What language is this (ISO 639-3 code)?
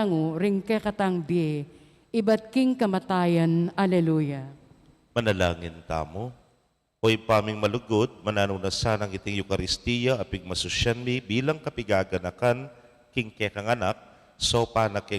pam